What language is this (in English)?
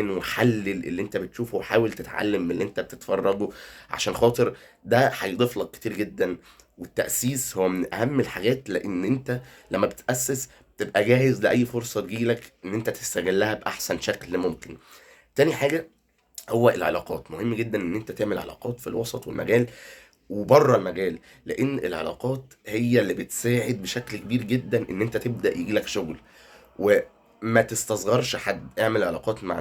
Egyptian Arabic